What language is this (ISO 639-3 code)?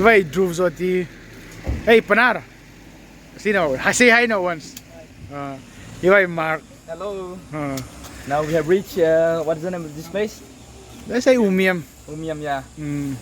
hmr